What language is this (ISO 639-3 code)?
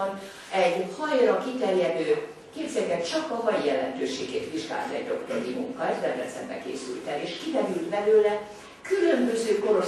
hun